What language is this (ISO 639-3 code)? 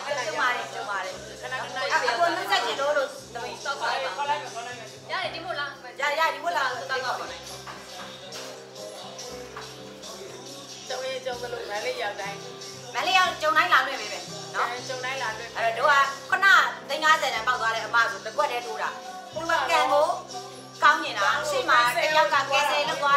mya